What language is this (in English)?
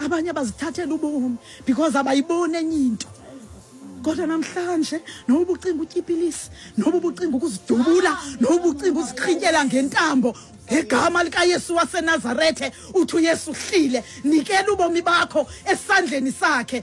Xhosa